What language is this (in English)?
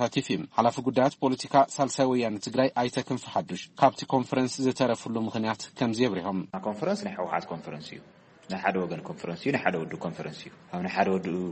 Tigrinya